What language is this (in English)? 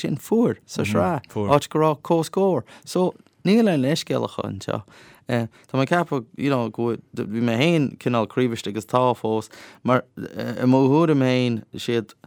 Irish